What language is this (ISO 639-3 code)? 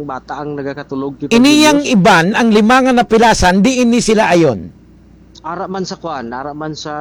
hil